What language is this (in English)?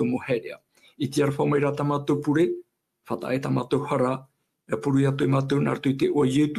Tahitian